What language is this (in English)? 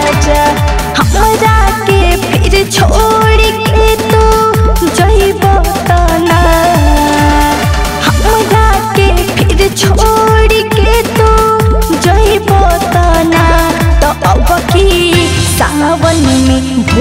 Bhojpuri